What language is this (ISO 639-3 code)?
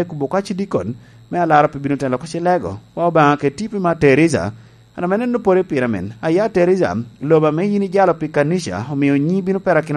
laj